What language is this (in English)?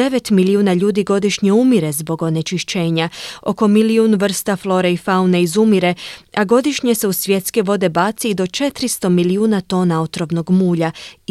Croatian